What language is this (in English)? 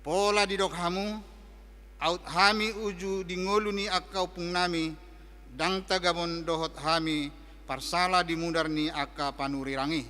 Batak Toba